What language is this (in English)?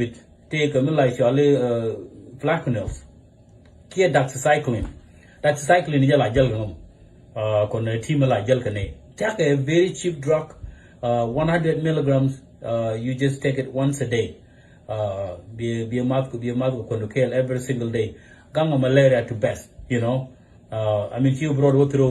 Nuer